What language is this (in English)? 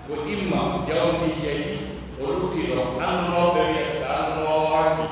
Pular